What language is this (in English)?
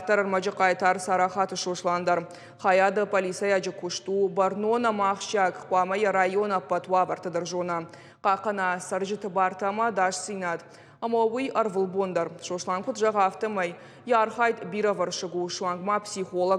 Ossetic